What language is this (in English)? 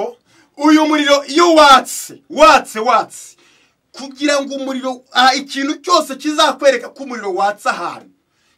Kinyarwanda